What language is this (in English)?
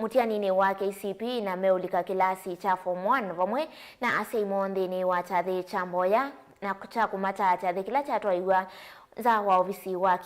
Kamba